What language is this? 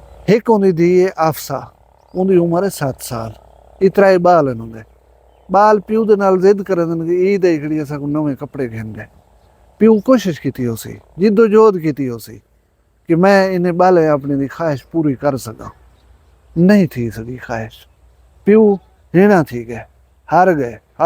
Saraiki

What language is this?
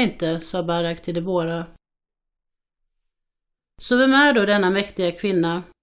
Swedish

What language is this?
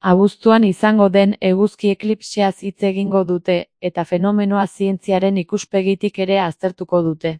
Basque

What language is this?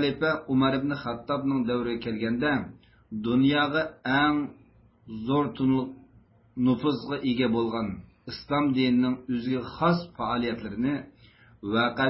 Uyghur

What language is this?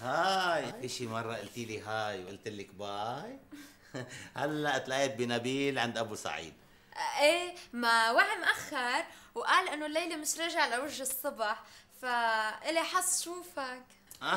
North Levantine Arabic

